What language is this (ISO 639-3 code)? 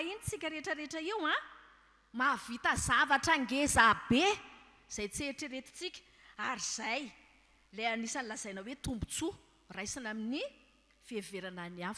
mlg